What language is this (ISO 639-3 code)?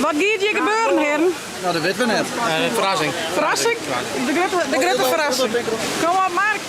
fry